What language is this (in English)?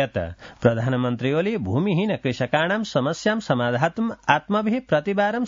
Sanskrit